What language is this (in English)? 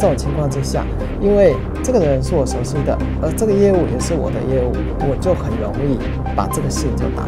Chinese